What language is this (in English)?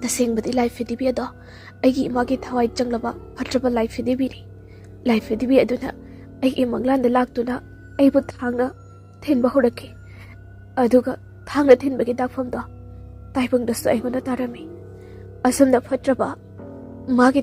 Manipuri